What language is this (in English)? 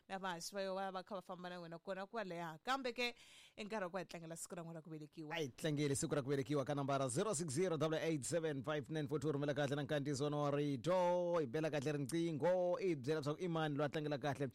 Tsonga